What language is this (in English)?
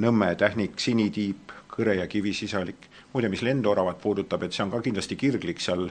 Estonian